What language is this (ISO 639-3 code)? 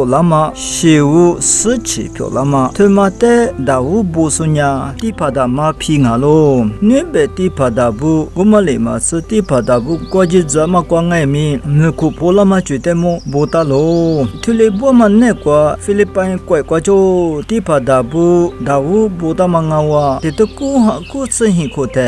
lis